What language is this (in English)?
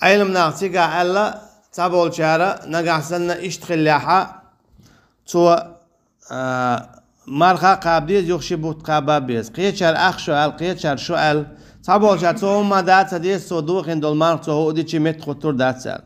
Chechen